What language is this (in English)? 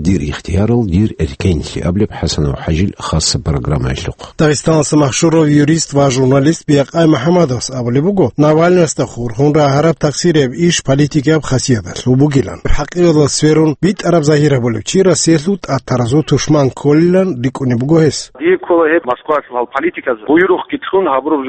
Avaric